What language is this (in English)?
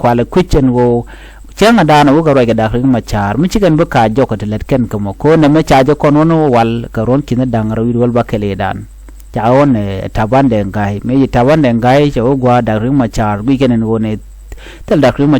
Nuer